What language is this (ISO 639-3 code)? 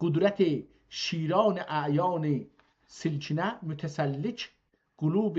azb